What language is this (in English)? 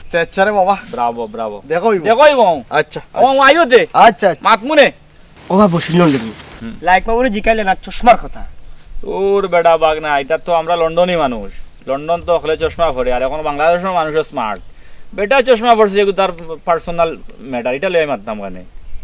Sylheti